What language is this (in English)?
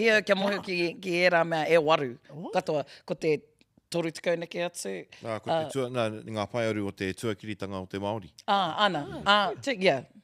Māori